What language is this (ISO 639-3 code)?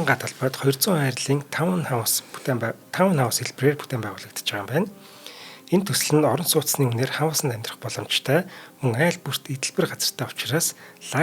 mon